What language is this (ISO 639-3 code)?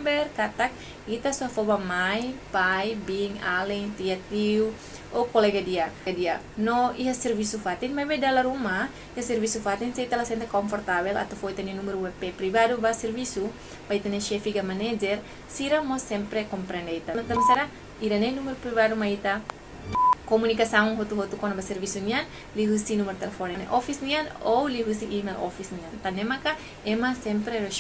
tet